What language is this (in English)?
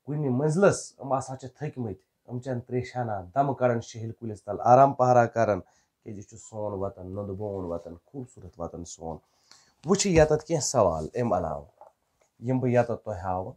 Kashmiri